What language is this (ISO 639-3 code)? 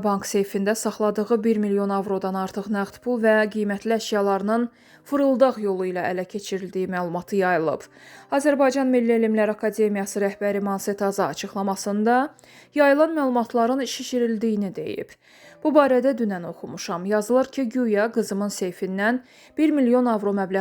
aze